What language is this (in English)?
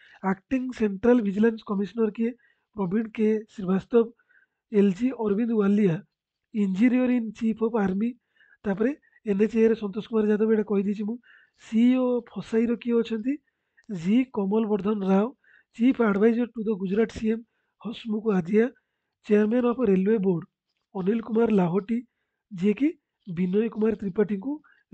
Odia